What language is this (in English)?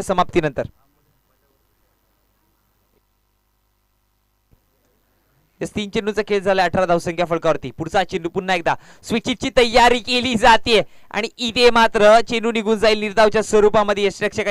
Marathi